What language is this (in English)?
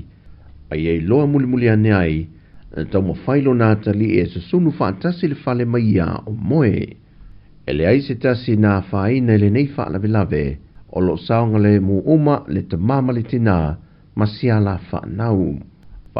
Samoan